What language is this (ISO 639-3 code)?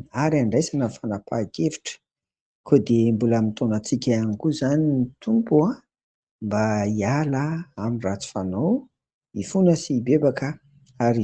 mlg